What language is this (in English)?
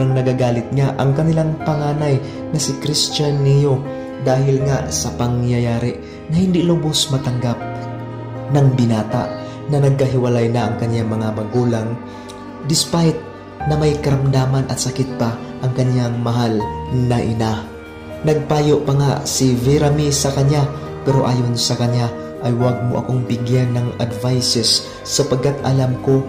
Filipino